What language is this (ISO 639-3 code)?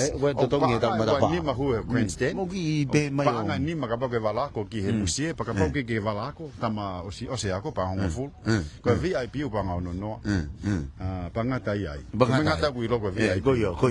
ton